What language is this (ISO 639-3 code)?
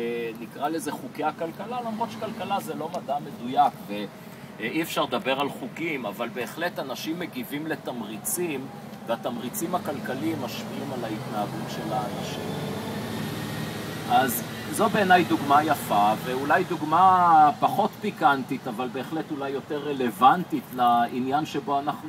heb